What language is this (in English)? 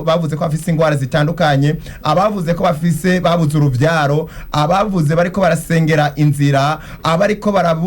Rundi